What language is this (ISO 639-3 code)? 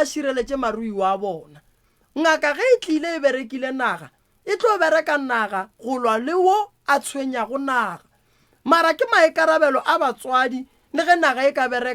nso